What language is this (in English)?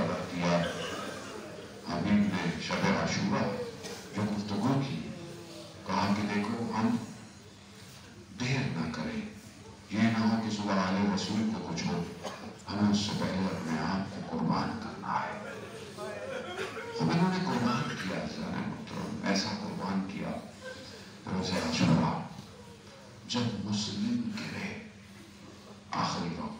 Urdu